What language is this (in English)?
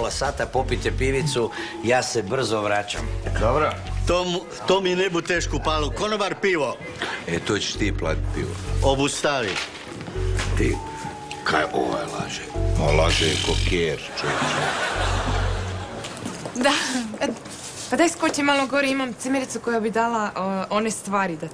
Croatian